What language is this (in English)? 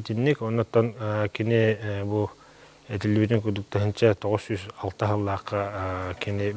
Yakut